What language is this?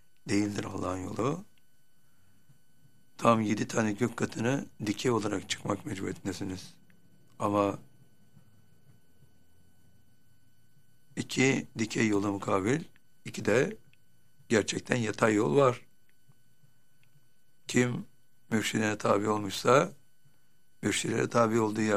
Turkish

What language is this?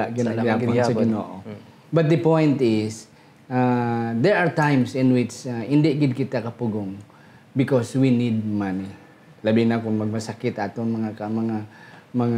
Hiligaynon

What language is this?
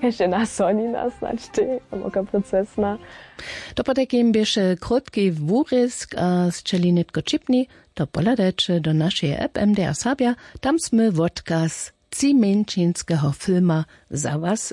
Upper Sorbian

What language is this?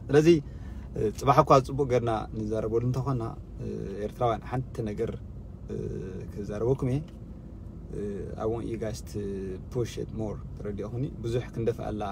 Tigrinya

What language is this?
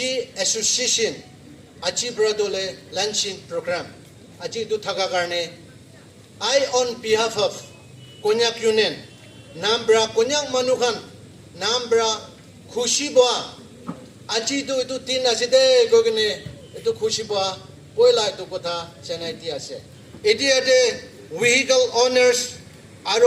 Naga Pidgin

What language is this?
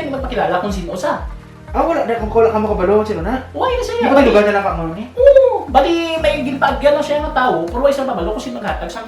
Hiligaynon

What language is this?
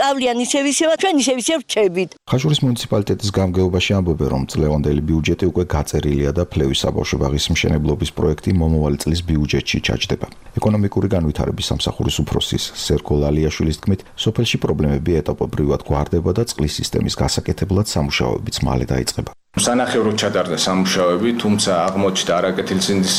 Georgian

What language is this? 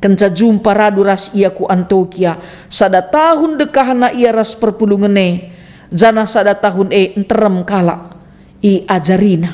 Batak Karo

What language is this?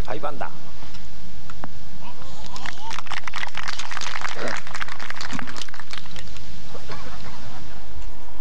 Japanese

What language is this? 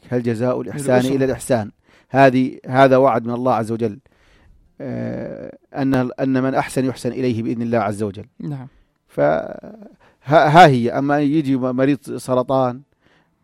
North Levantine Arabic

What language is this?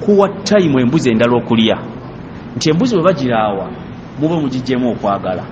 Ganda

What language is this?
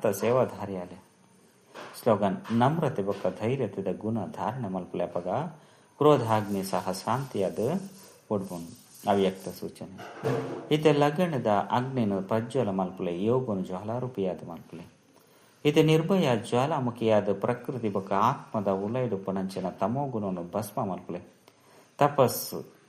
Tulu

